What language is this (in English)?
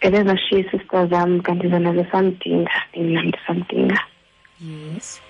Xhosa